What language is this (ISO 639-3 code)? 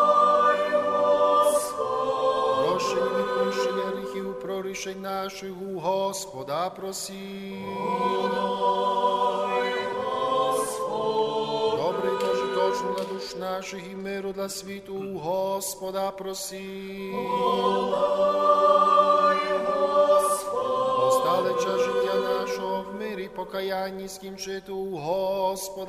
ukr